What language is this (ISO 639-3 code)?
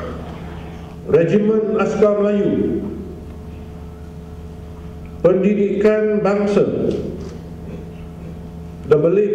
msa